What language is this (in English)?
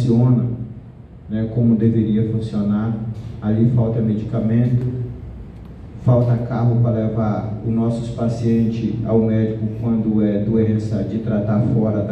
Portuguese